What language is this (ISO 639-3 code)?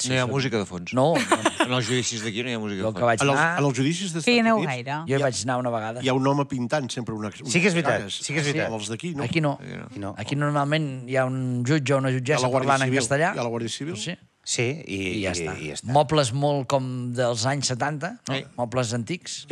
cat